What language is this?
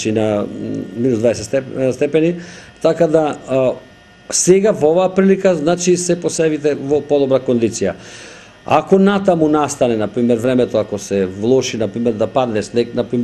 Macedonian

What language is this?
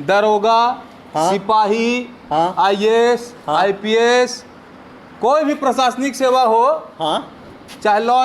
Magahi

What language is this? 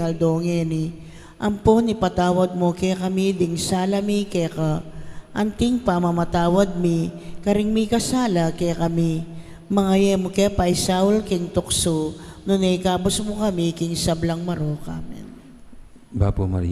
Pampanga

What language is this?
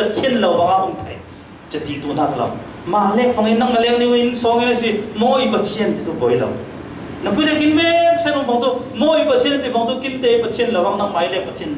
Falam Chin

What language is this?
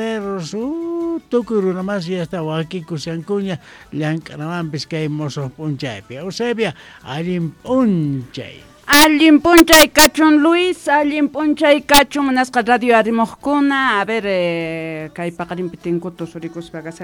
South Bolivian Quechua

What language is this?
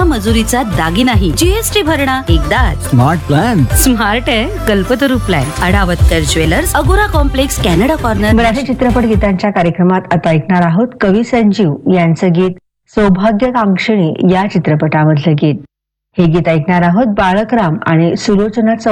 Marathi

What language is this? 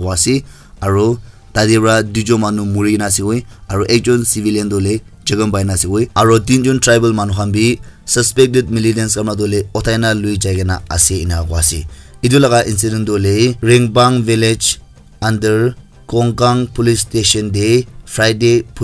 Naga Pidgin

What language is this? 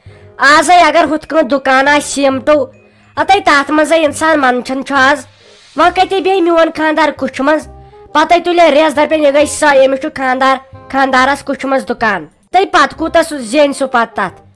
Kashmiri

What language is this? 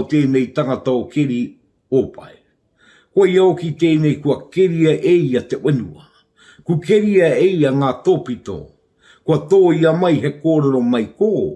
Māori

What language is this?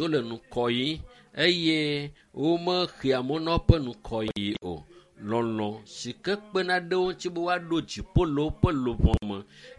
Ewe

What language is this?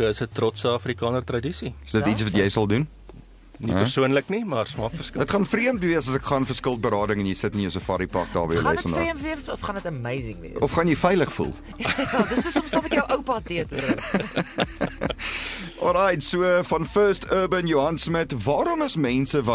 Afrikaans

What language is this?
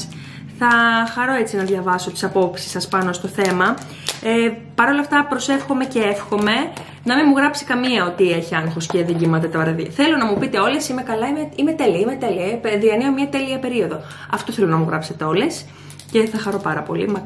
Greek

